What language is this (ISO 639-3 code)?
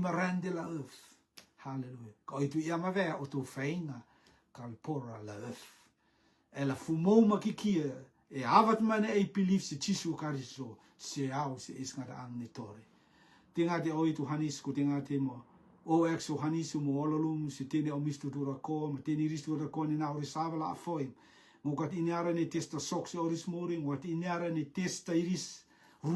rtm